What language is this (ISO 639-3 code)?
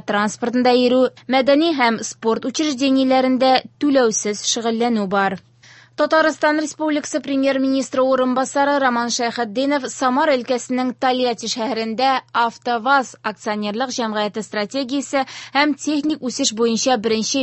tat